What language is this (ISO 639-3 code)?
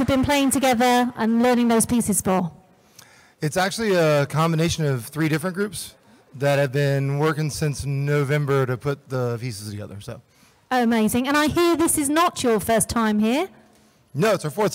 eng